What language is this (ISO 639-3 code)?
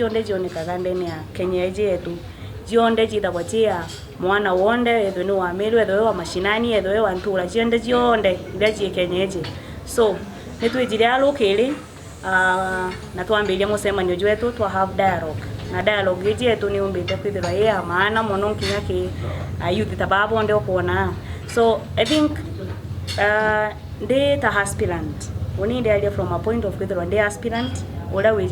mer